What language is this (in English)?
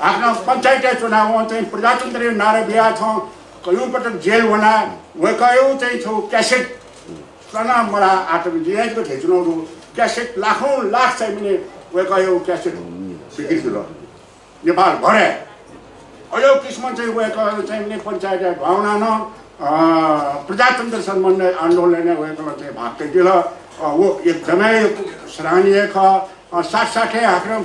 Newari